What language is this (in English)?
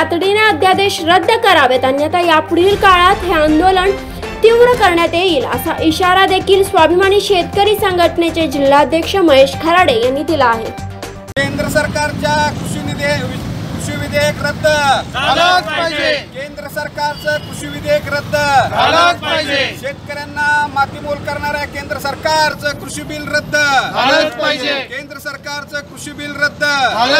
Marathi